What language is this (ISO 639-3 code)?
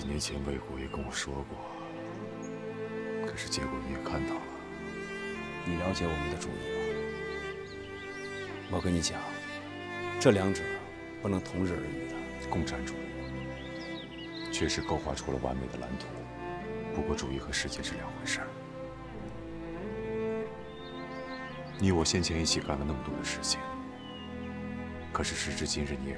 zho